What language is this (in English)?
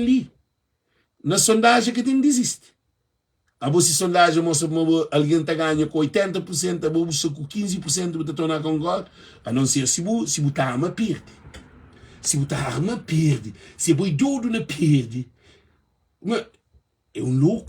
Kabuverdianu